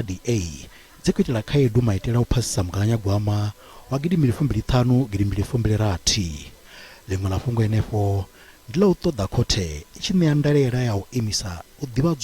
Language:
Venda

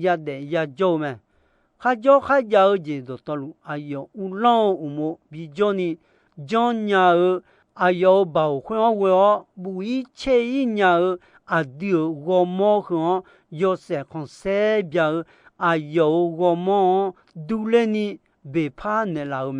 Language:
Akha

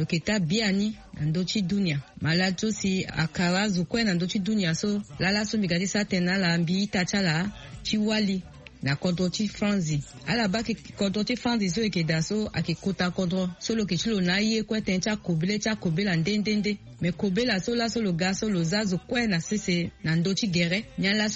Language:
Sango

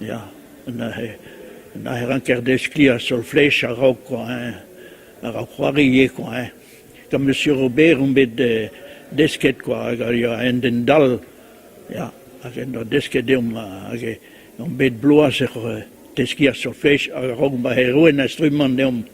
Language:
Breton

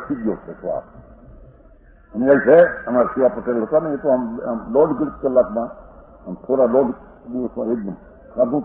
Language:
Gujarati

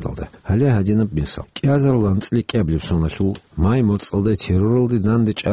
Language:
Avaric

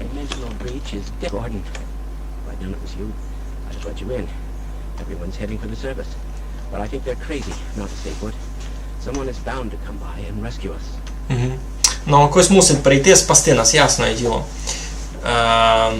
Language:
Rusyn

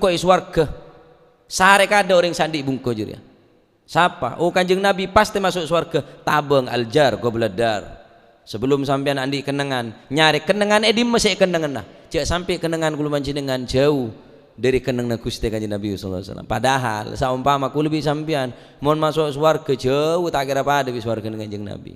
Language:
Madurese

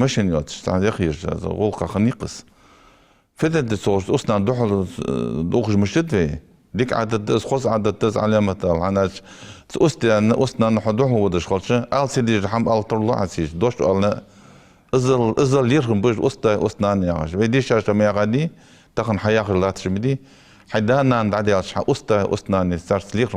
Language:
Ingush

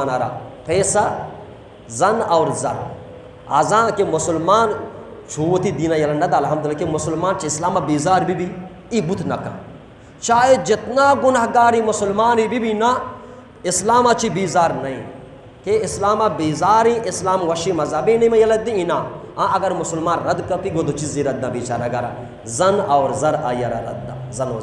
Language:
Eastern Balochi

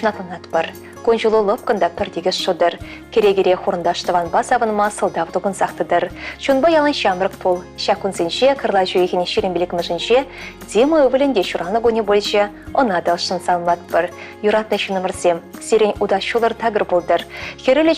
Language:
Chuvash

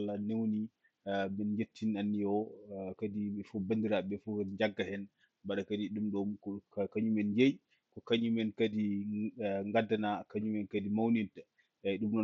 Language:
Fula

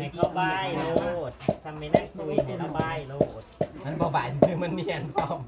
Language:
Northeastern Thai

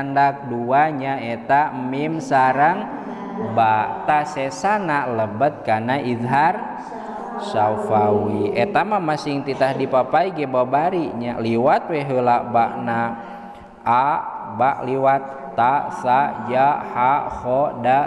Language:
Sundanese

